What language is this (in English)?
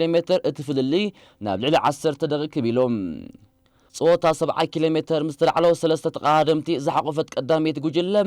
Tigrinya